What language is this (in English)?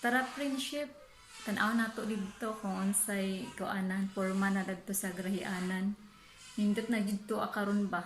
Cebuano